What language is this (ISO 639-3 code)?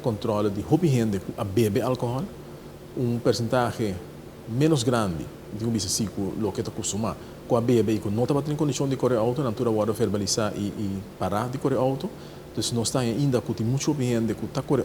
pap